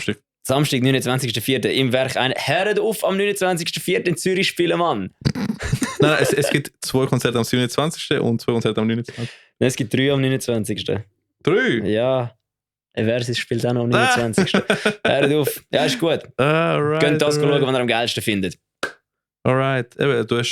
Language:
Swiss German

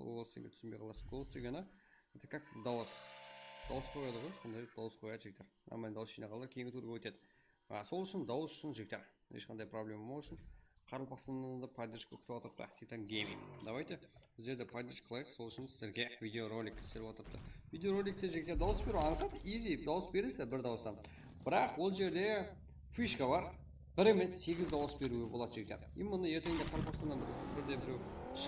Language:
Kara-Kalpak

